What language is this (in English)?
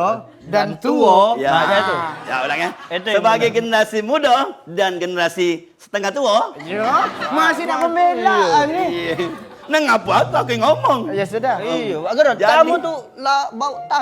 Musi